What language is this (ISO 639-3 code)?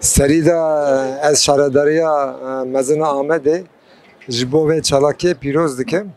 kur